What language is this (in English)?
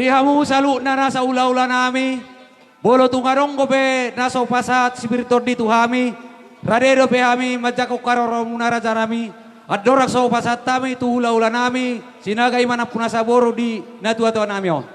Batak Toba